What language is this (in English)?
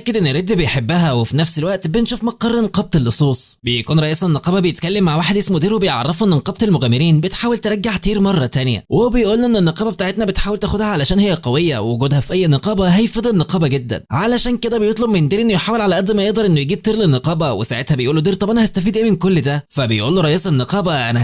Egyptian Arabic